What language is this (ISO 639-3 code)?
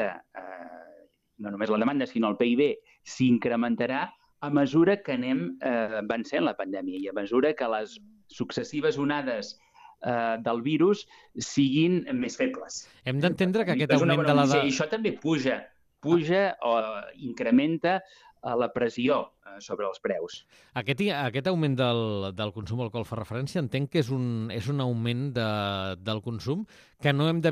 cat